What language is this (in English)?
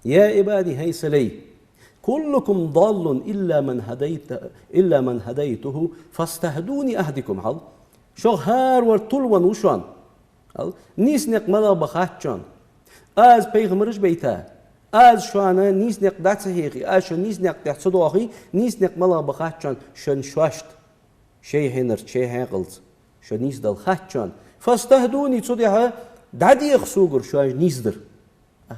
Ingush